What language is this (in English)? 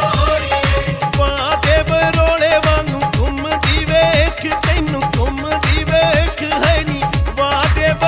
Punjabi